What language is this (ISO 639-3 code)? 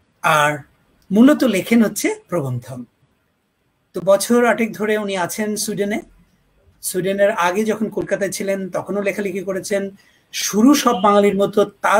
ben